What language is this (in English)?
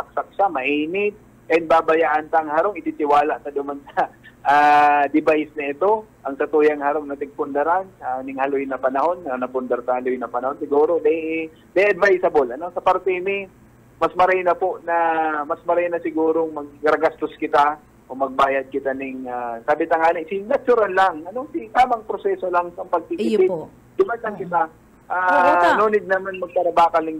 Bikol